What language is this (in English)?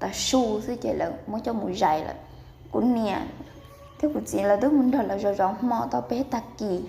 Hmong